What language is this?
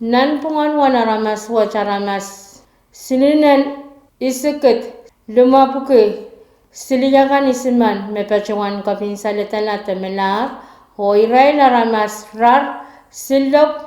Pohnpeian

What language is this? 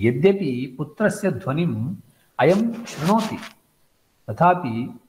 Sanskrit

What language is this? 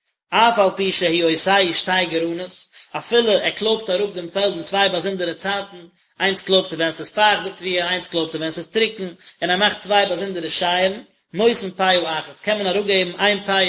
Yiddish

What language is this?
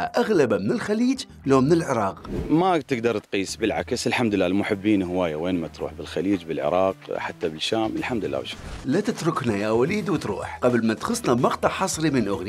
Mesopotamian Arabic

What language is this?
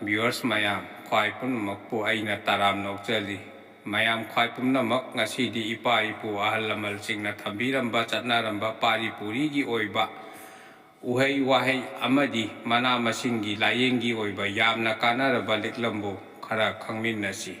Manipuri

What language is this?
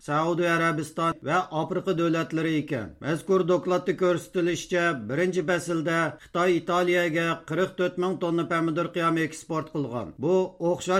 Uyghur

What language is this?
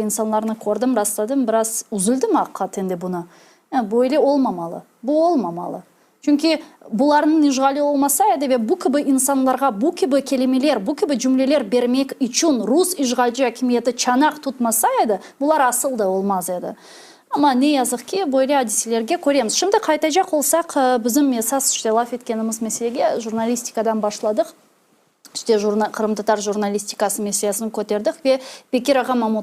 Crimean Tatar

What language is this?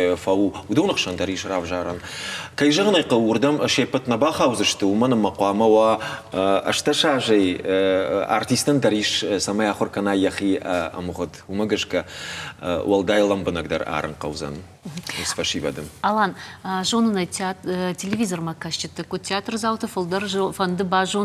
Ossetic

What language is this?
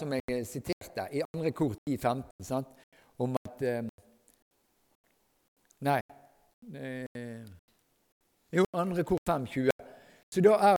Norwegian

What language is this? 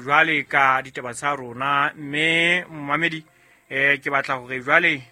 Southern Sotho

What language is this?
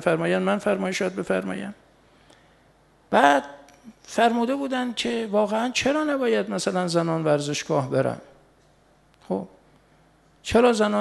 Persian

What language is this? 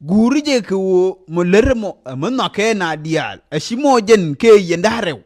Nuer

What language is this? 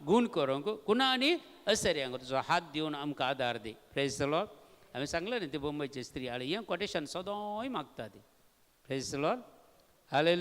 Konkani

